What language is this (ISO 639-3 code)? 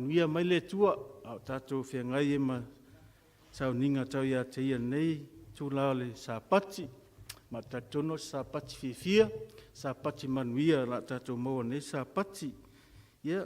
smo